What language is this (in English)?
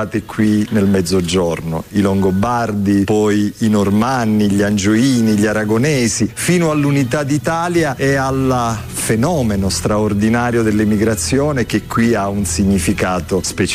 Italian